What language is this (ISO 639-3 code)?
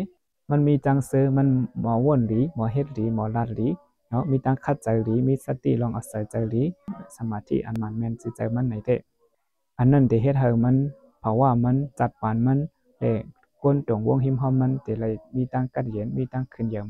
shn